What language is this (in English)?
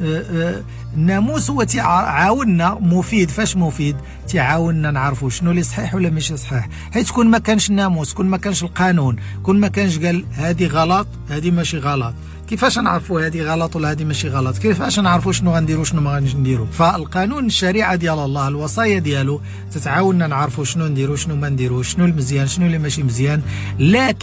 Moroccan Arabic